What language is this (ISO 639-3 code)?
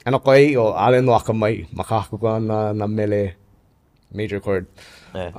haw